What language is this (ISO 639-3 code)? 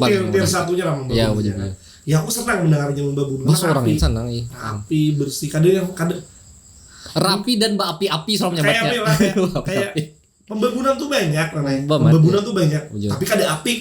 bjn